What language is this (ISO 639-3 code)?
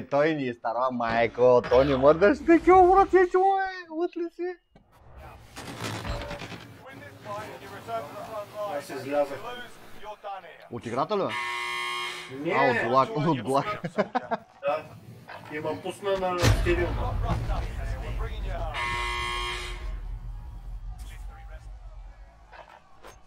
bul